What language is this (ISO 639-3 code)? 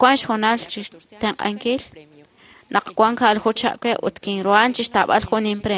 kek